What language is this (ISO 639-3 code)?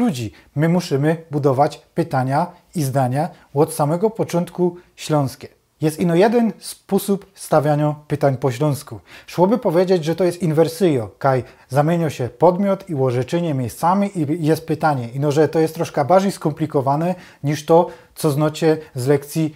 szl